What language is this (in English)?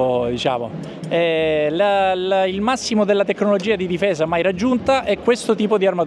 Italian